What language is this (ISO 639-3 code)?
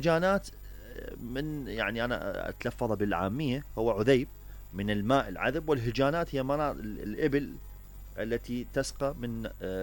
acm